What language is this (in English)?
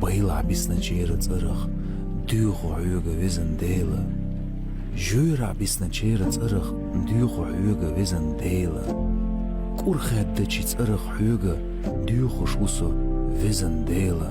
Chechen